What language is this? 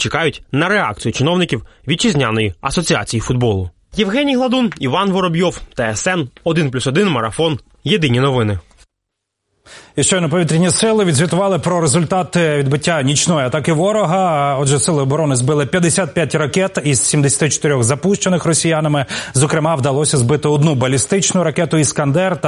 Ukrainian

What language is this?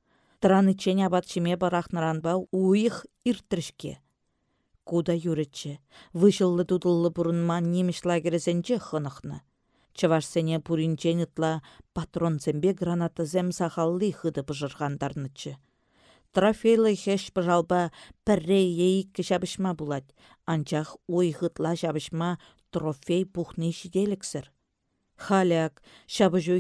Chuvash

